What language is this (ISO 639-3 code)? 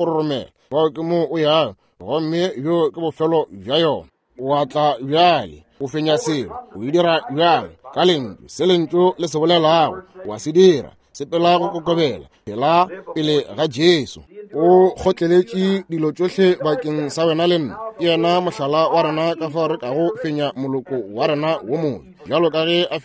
nso